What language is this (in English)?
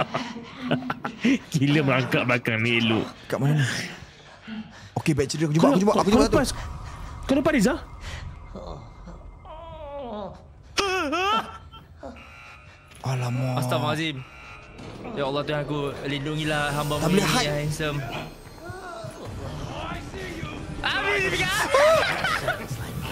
Malay